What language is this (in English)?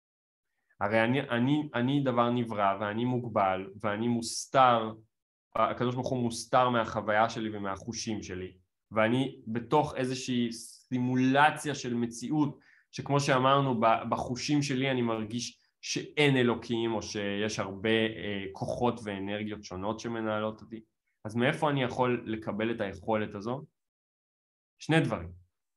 Hebrew